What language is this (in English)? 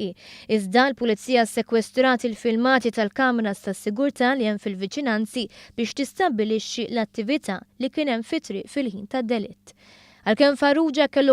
Maltese